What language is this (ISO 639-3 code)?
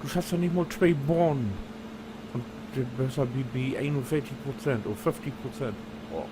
nds